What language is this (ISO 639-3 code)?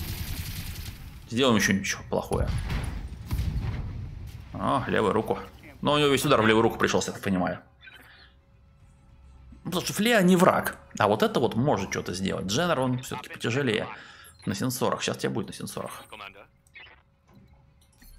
rus